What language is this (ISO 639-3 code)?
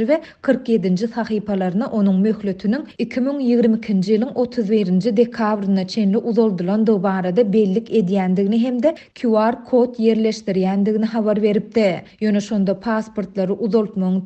tuk